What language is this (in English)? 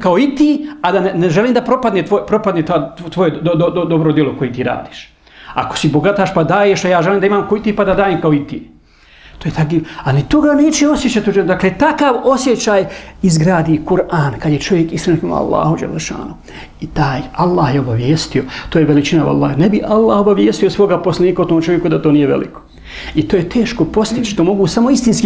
Bosnian